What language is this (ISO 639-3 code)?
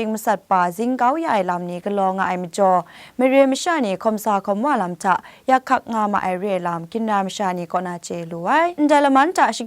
kac